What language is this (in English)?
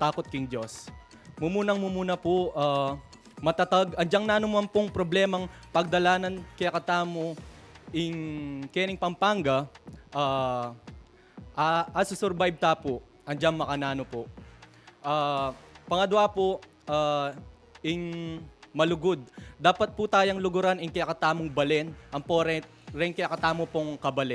Pampanga